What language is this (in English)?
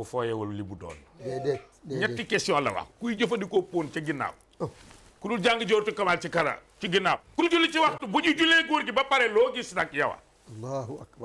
Wolof